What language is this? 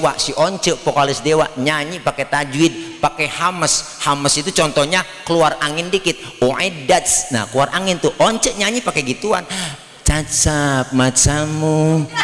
Betawi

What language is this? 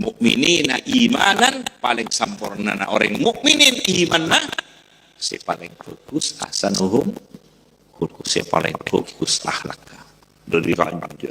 Madurese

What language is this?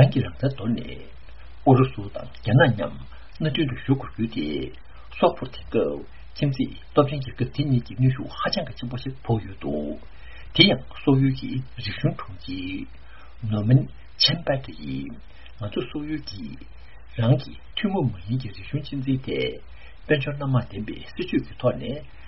Tibetan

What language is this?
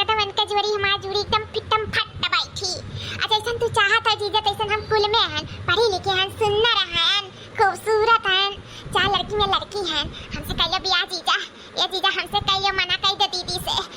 Awadhi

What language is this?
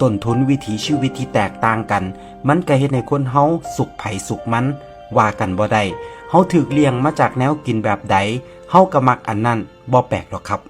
Northeastern Thai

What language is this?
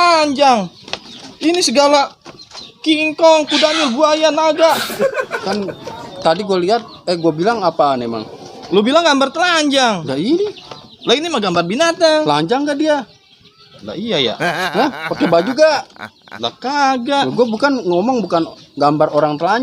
Betawi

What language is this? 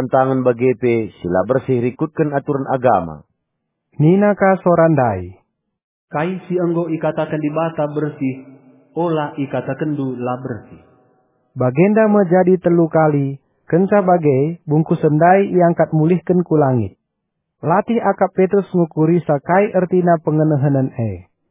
Batak Karo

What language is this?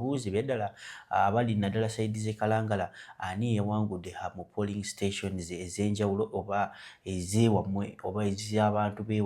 Ganda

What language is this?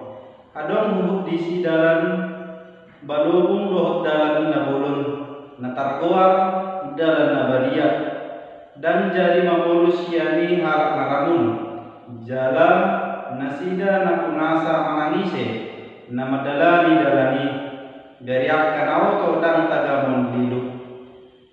Batak Toba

